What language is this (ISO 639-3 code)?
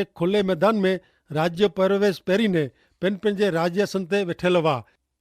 kfr